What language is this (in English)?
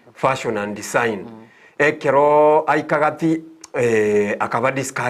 Gusii